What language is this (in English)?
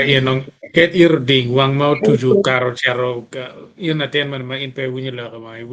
Acoli